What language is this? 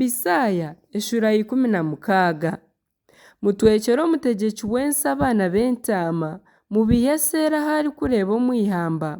Nyankole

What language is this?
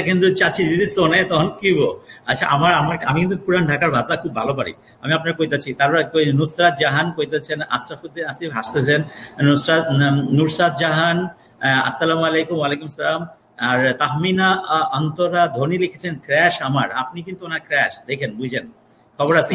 Bangla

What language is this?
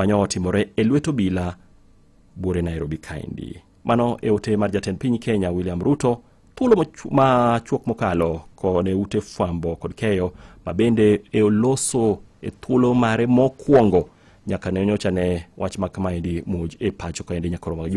Luo (Kenya and Tanzania)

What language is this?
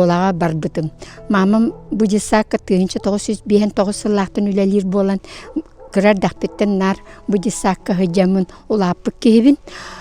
Yakut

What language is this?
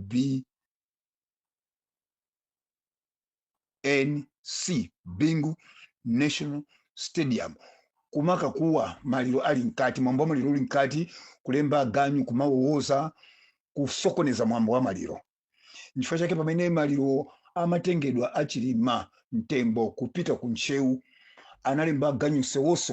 Nyanja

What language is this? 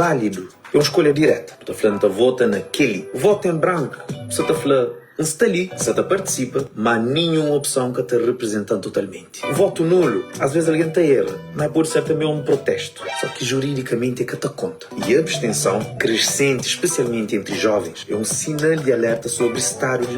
Kabuverdianu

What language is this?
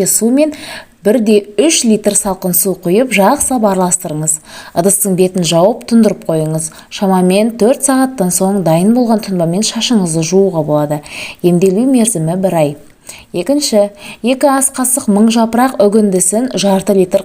Kazakh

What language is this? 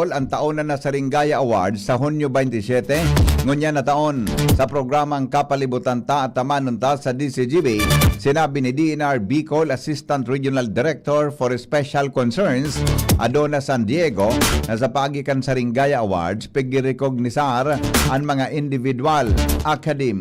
Bikol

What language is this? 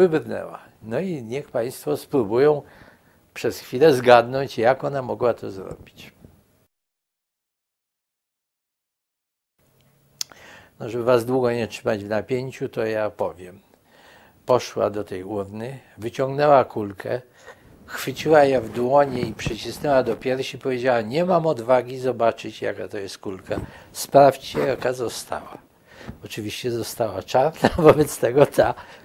Polish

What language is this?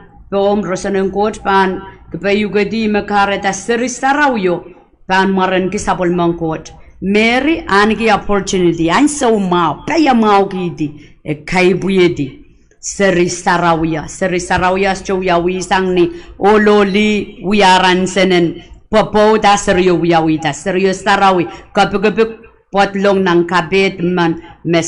Pohnpeian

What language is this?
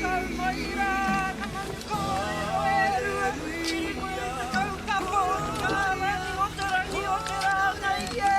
Māori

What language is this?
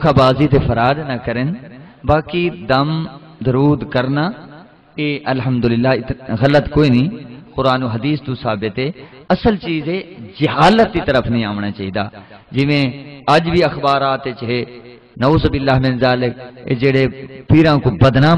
Saraiki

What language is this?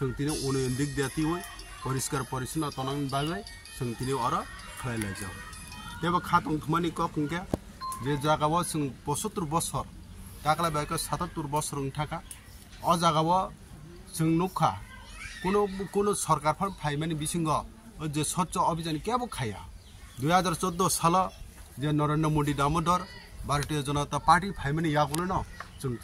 Kok Borok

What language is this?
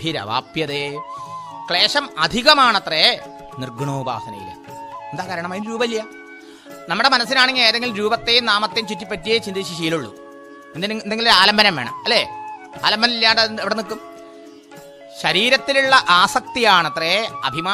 Malayalam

